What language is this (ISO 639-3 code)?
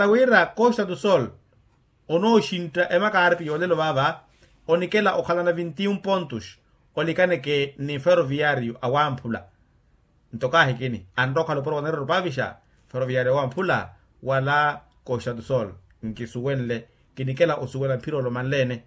vmw